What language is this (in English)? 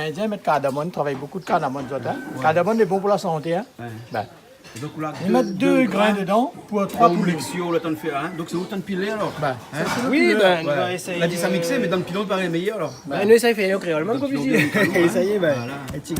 Réunion Creole French